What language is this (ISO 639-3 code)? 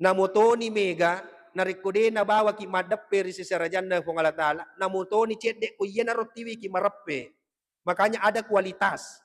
bug